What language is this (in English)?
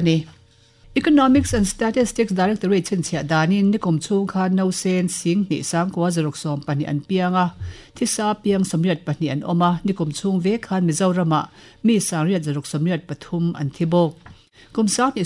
Mizo